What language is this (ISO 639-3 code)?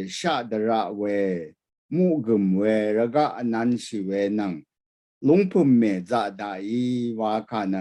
raw